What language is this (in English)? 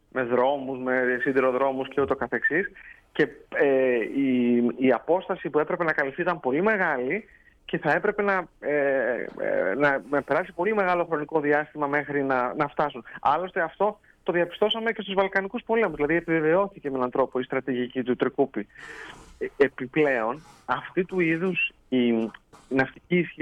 Greek